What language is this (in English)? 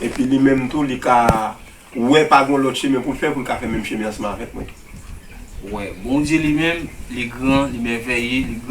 Haitian Creole